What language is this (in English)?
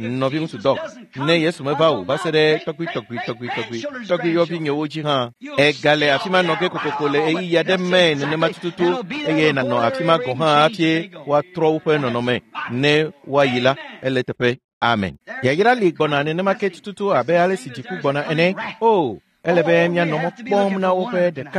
Ewe